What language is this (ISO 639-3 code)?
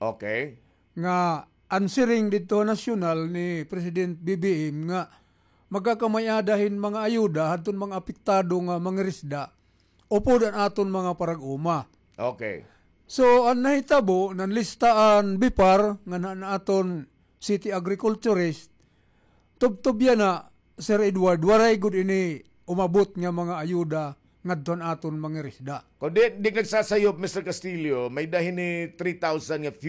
war